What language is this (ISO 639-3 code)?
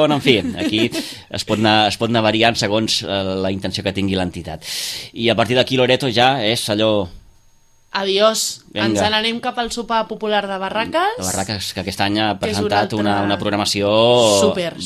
cat